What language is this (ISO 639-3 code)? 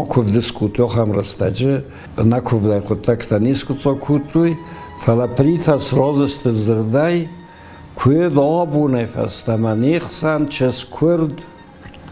oss